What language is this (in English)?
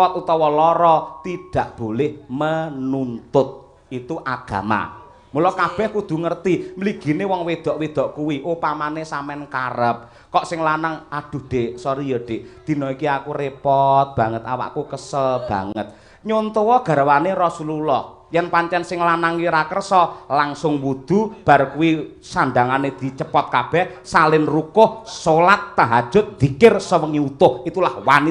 Javanese